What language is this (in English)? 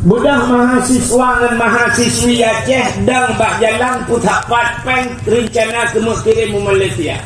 Achinese